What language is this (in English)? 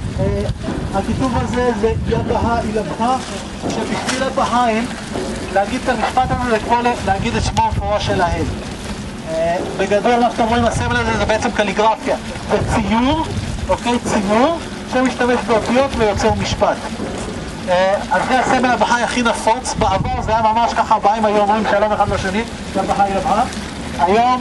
Hebrew